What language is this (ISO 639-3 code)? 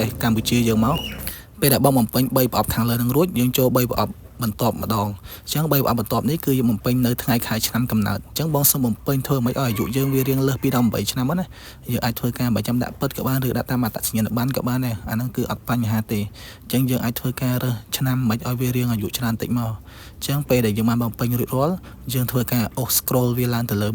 khm